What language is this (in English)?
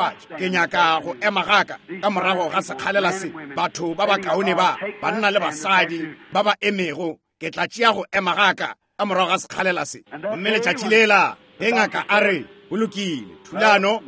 Northern Sotho